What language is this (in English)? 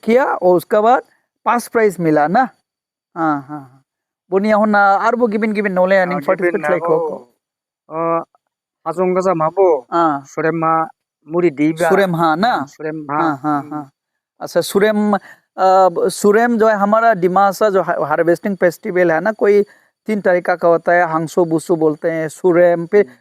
Dimasa